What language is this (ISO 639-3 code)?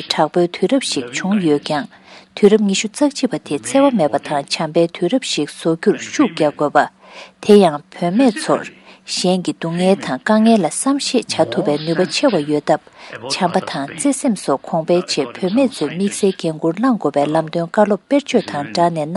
bod